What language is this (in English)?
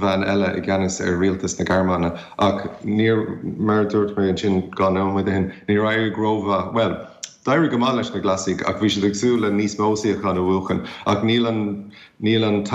Irish